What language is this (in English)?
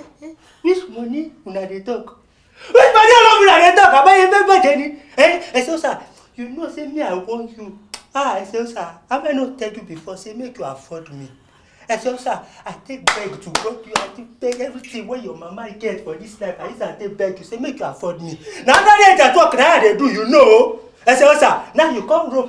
Nigerian Pidgin